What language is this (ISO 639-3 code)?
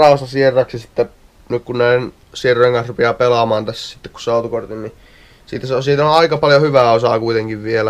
fin